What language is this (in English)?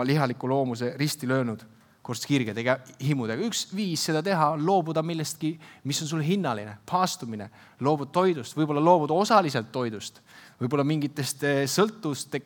Estonian